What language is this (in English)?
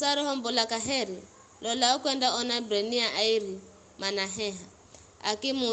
Giryama